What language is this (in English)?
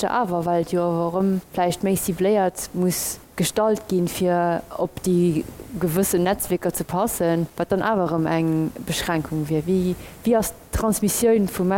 Luxembourgish